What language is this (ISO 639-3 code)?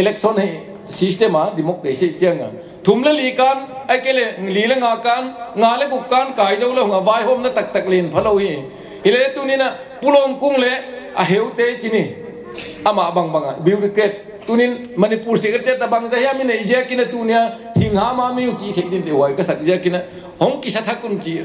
pck